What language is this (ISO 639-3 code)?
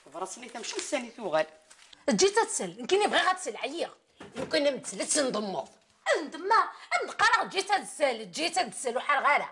kab